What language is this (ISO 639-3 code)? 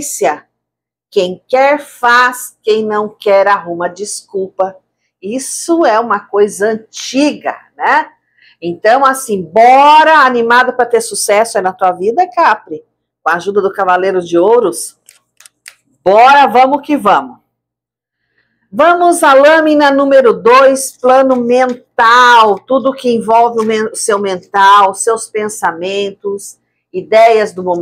por